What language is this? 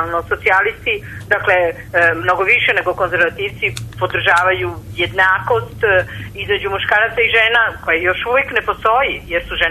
Serbian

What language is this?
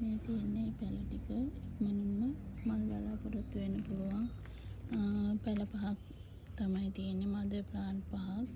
Sinhala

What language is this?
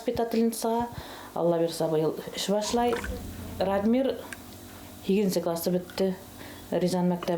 Bashkir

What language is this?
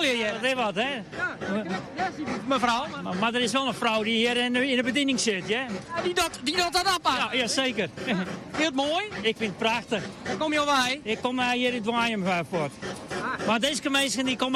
Western Frisian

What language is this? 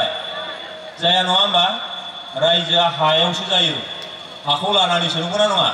Bodo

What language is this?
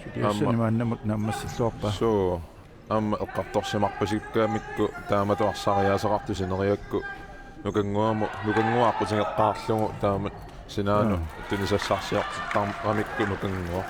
Kalaallisut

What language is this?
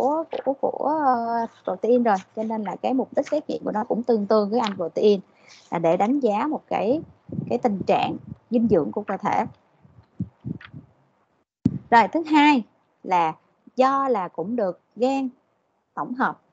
Vietnamese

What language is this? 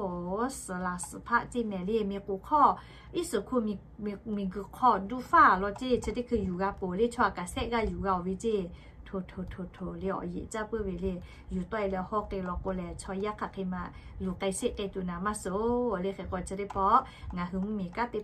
Lahu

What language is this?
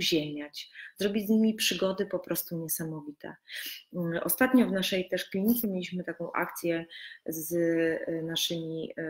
Polish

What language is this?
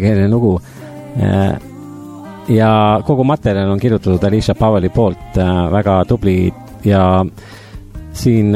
Estonian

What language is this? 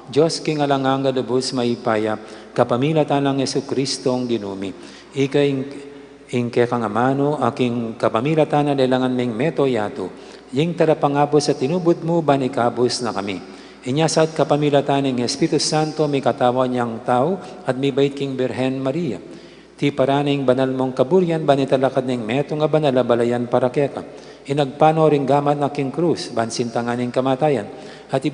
Pampanga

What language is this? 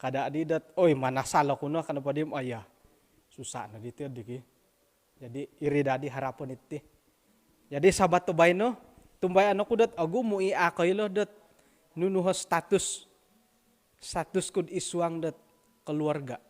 Central Dusun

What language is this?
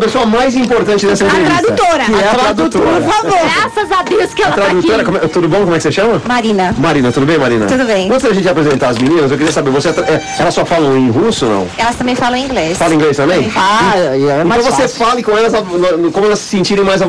Portuguese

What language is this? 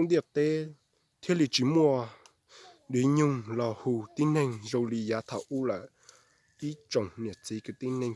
Hmong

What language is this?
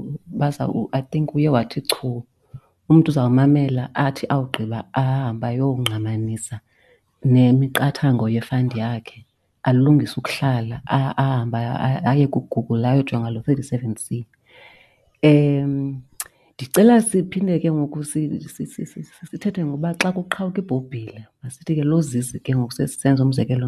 Xhosa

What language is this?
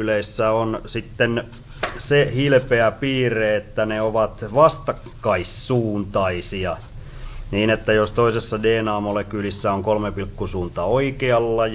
Finnish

